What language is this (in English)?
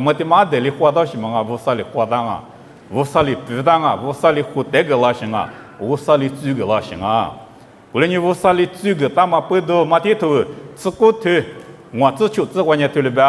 Lisu